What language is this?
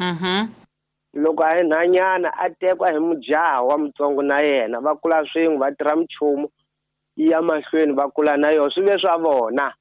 Tsonga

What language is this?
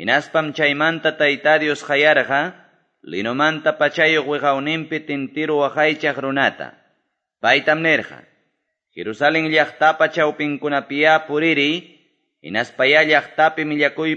Quechua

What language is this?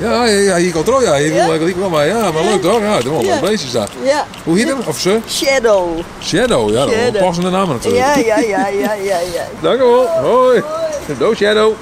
Western Frisian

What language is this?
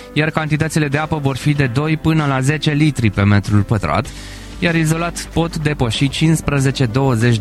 Romanian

